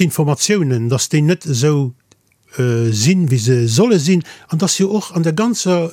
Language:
Luxembourgish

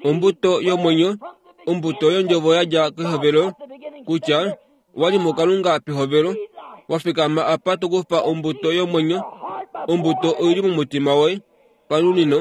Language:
Kuanyama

